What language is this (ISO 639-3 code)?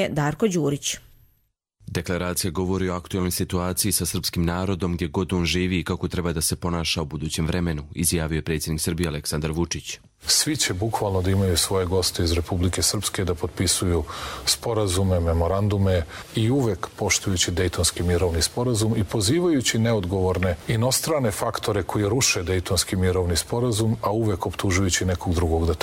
hrv